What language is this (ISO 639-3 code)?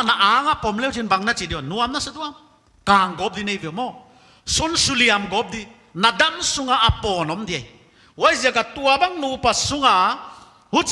pck